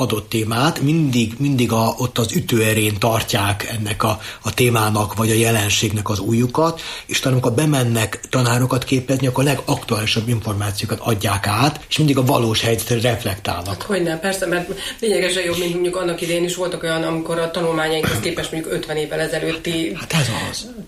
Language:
Hungarian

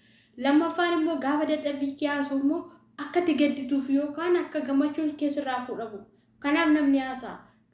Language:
Oromo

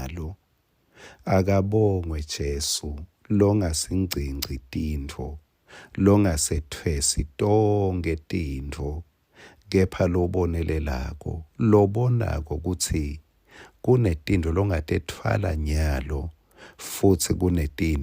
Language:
Swati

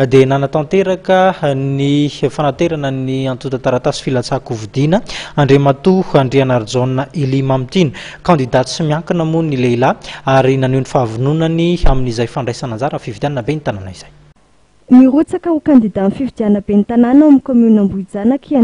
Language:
Malagasy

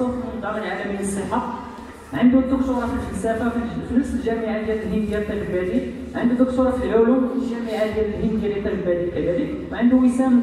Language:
Moroccan Arabic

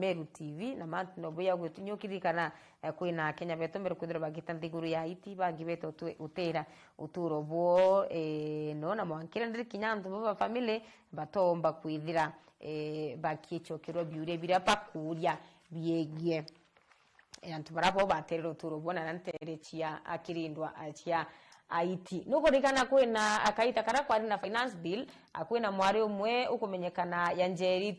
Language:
Meru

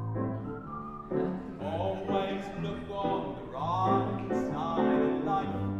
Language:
English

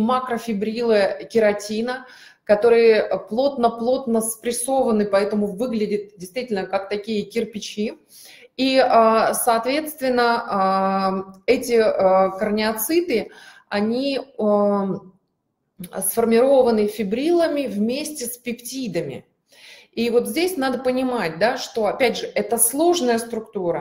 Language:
Russian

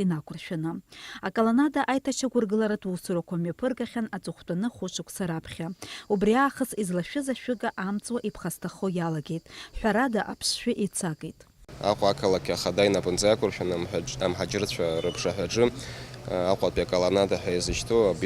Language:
Abkhazian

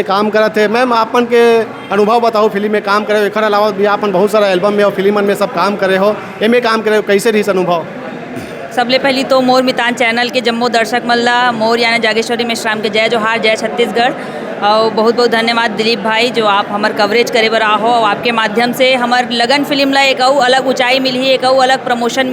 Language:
Chhattisgarhi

